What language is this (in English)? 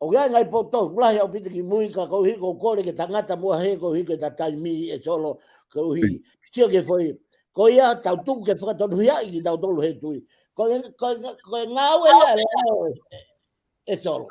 Tongan